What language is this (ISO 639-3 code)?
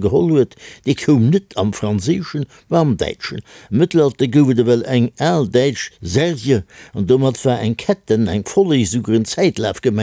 ltz